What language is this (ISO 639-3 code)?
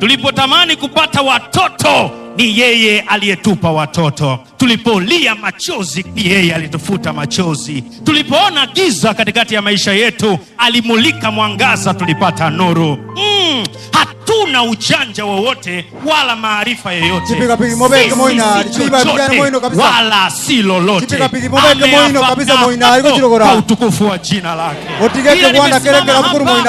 guz